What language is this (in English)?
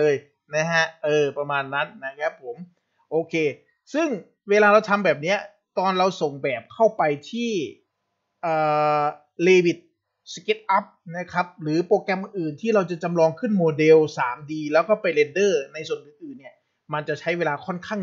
Thai